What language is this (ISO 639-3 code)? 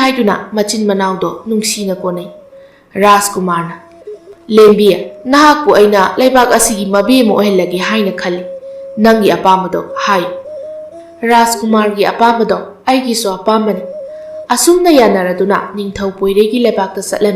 mni